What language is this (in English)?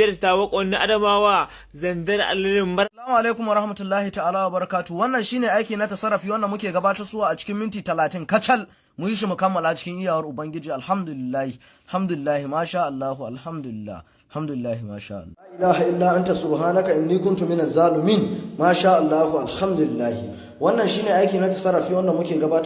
Hausa